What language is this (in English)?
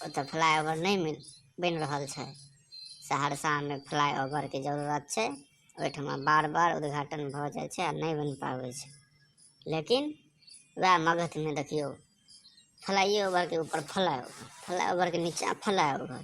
Maithili